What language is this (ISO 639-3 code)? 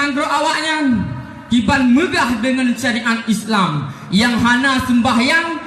ace